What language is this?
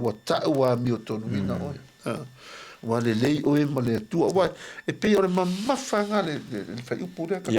Samoan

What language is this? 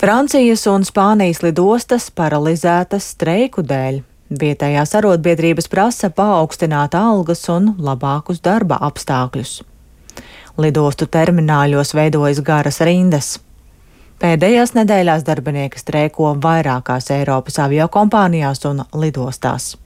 Latvian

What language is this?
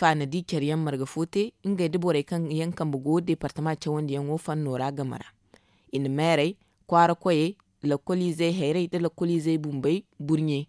Zarma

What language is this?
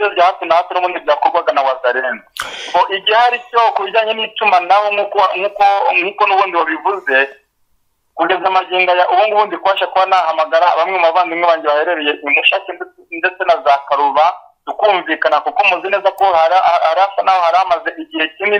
Kinyarwanda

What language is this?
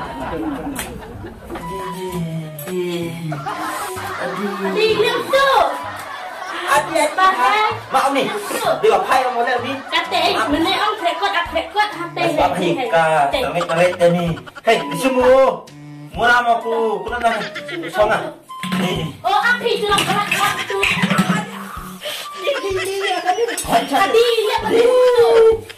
Malay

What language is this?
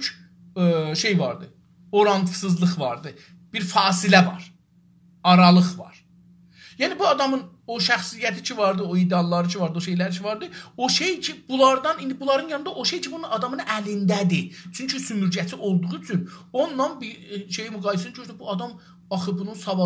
South Azerbaijani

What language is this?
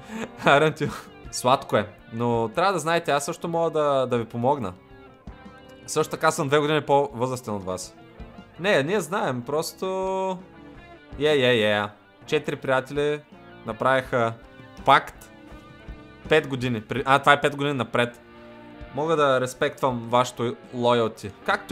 Bulgarian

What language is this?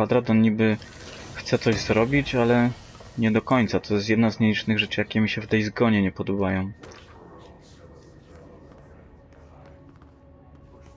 Polish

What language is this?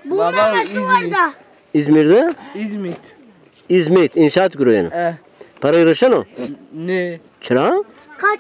Zaza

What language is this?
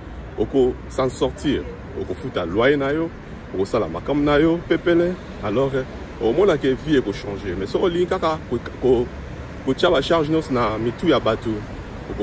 Lingala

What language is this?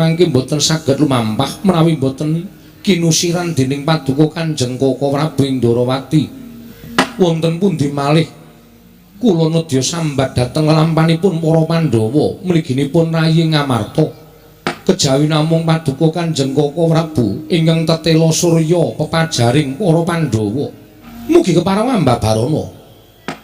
Javanese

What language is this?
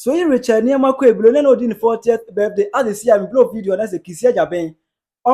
Akan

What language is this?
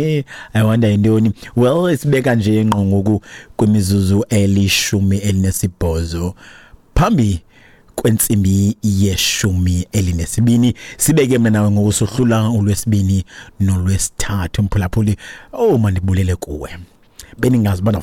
Xhosa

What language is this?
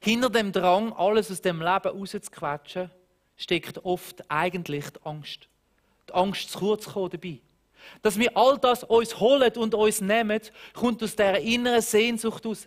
Swiss German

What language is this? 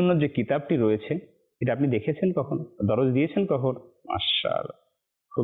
Bangla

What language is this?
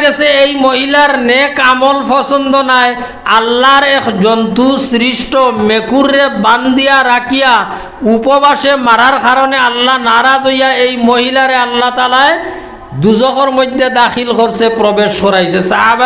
Sylheti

